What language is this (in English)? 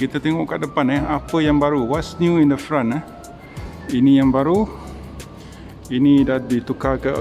Malay